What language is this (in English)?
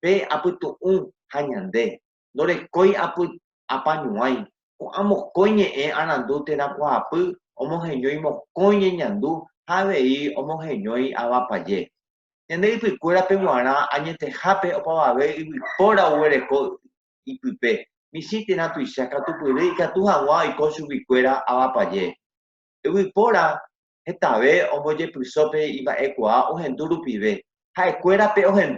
Guarani